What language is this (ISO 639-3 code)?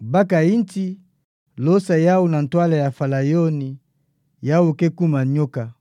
ktu